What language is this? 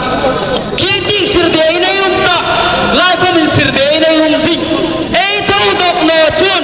Hmar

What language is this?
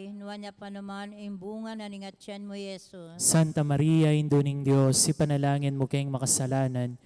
Pampanga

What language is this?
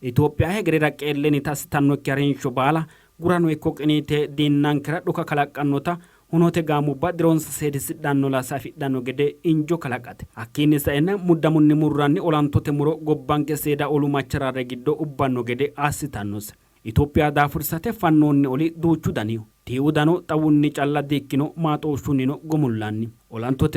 Sidamo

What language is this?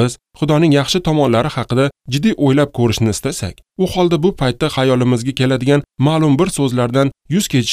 Uzbek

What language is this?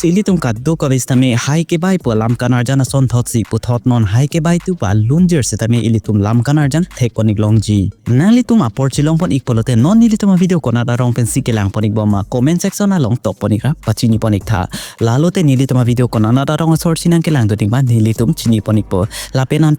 Karbi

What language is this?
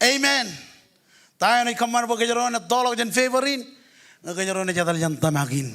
Marshallese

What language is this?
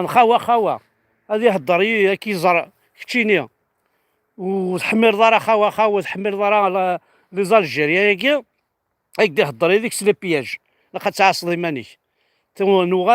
Kabyle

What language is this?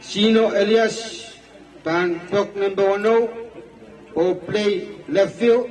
Pohnpeian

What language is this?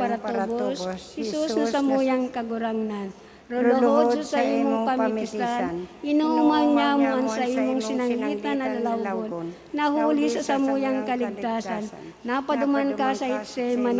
Bikol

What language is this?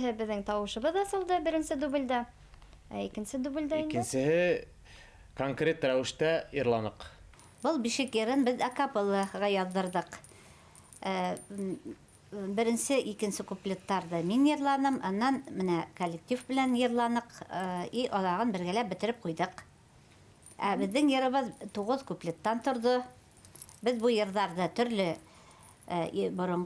Bashkir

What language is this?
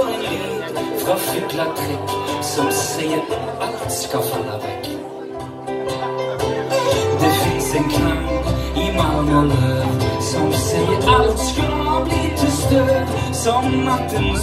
Norwegian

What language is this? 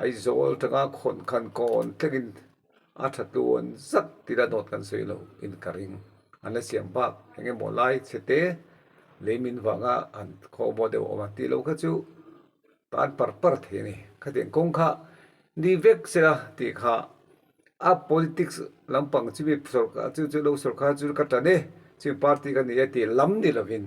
Mizo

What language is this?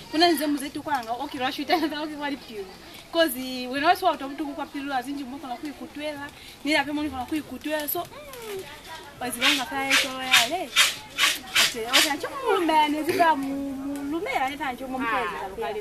Lozi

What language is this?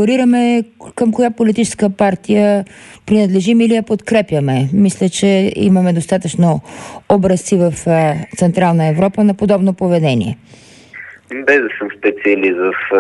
Bulgarian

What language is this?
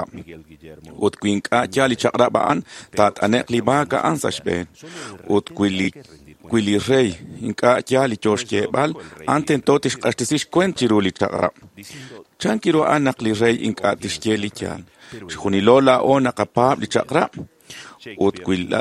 Kekchí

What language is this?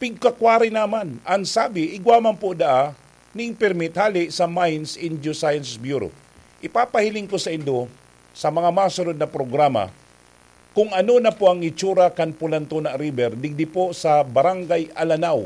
Bikol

